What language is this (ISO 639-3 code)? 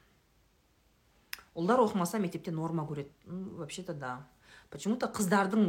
kaz